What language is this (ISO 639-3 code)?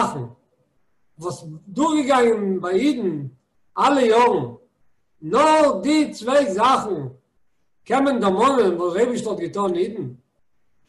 yid